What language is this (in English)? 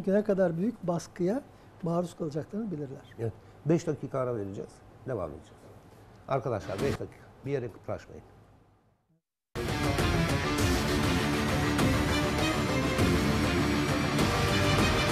Turkish